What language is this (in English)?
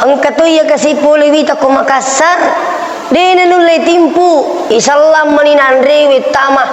Buginese